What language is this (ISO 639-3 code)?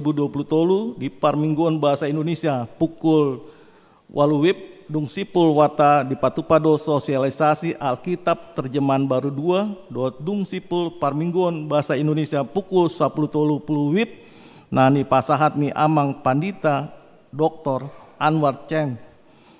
bbc